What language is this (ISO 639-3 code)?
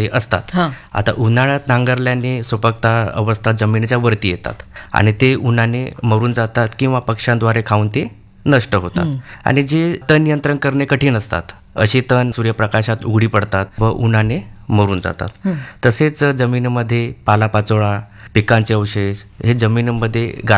mar